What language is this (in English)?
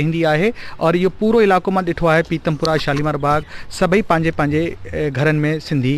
Sindhi